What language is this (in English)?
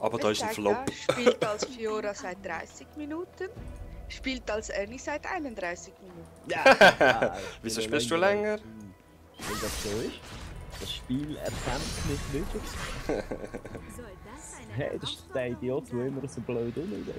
Swiss German